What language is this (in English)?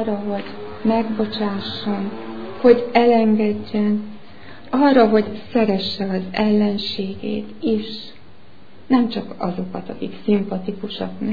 Hungarian